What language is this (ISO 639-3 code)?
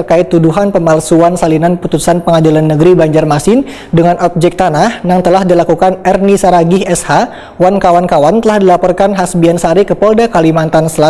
bjn